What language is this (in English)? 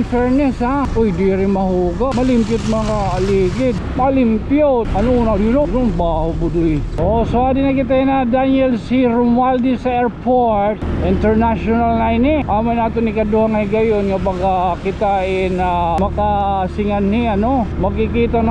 Waray